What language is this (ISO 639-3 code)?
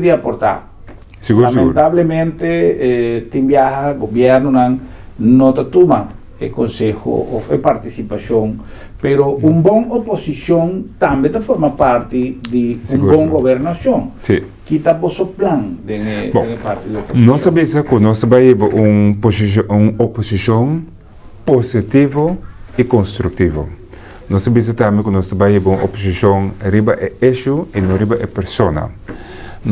pap